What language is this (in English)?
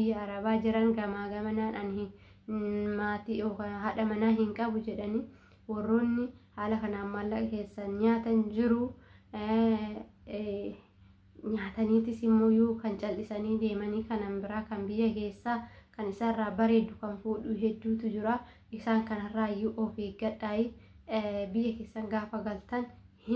Oromo